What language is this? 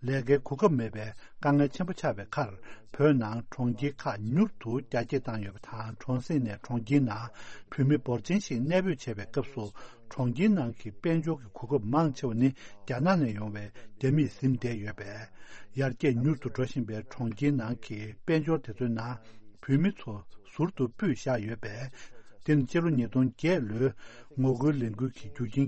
Tibetan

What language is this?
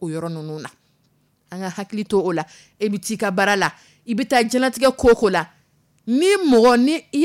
Dyula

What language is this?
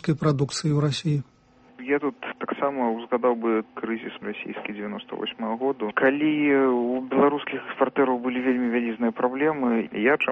Belarusian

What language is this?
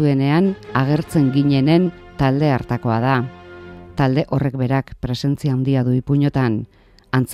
Basque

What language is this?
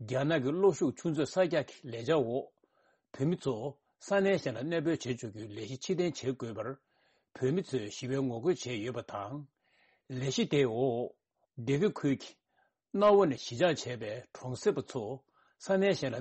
Tibetan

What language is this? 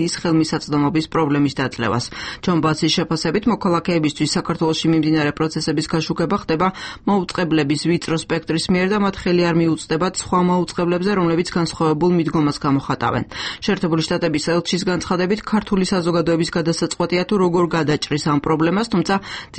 Georgian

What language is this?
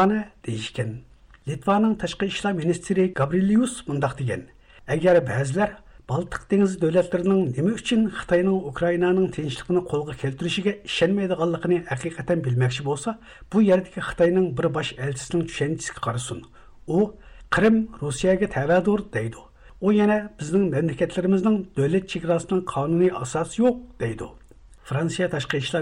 Uyghur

